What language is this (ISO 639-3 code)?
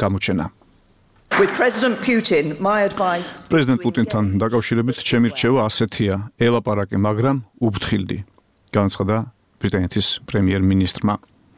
kat